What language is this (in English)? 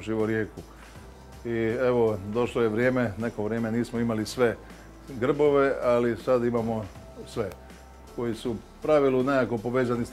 Croatian